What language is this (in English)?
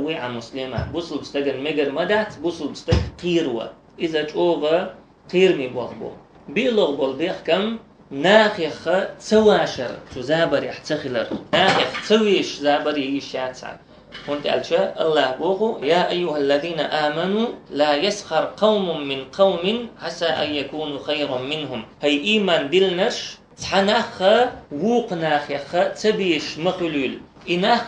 Chechen